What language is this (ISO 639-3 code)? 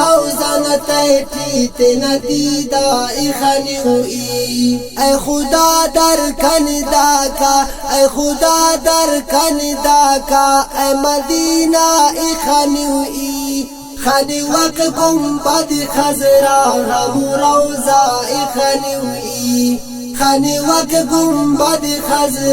brh